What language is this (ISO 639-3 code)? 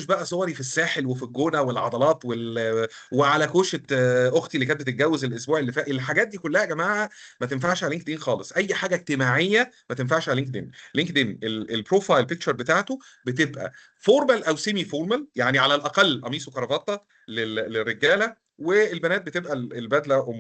arz